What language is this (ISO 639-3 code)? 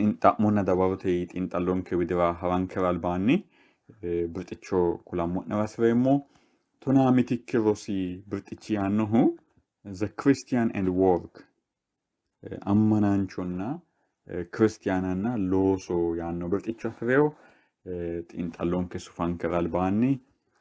sid